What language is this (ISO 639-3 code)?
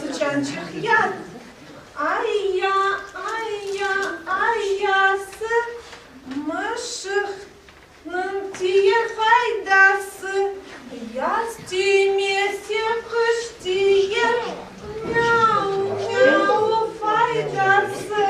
crh